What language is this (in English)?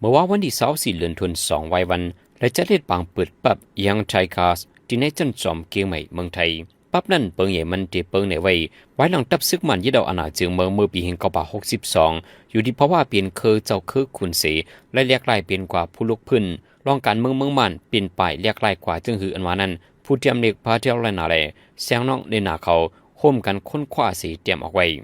Shan